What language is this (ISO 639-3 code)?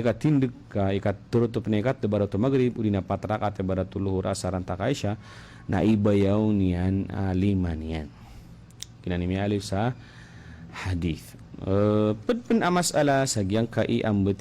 mrw